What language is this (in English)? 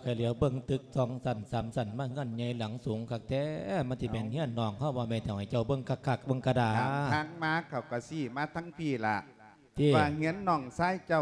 Lao